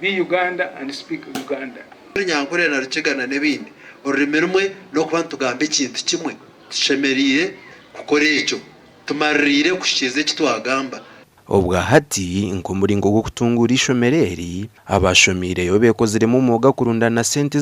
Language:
Nyankole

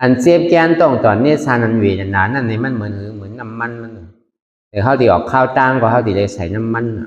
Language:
Shan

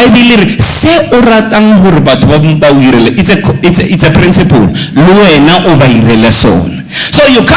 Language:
Southern Sotho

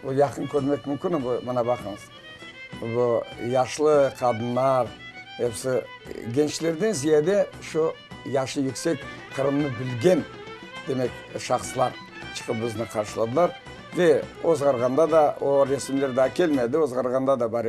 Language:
Crimean Tatar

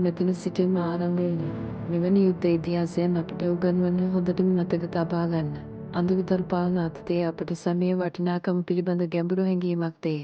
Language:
Sinhala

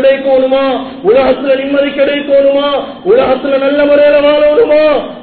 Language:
Tamil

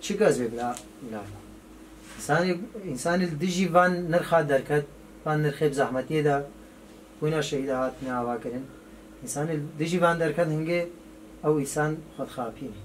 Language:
Kurdish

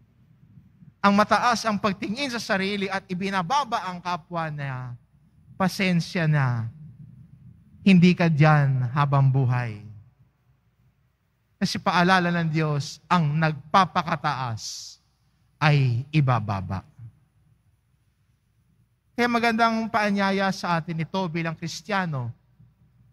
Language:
Filipino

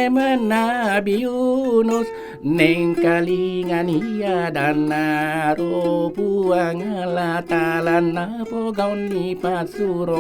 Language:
Buginese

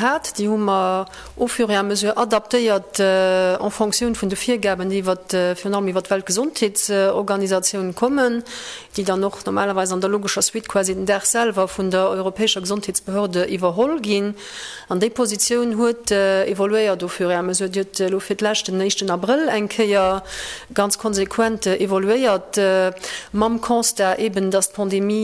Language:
Luxembourgish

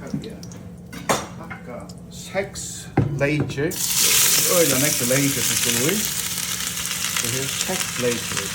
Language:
Faroese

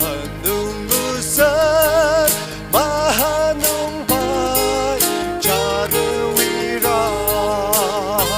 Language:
Tangkhul Naga (India)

